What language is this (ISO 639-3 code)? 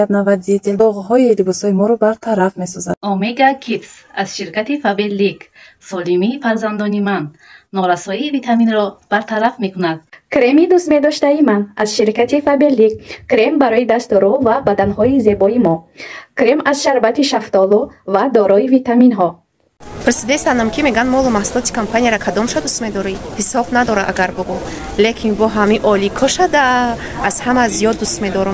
tgk